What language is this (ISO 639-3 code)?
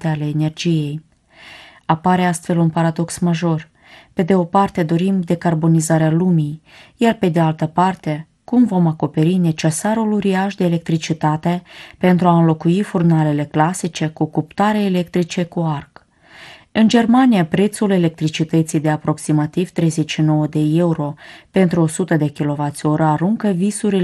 ron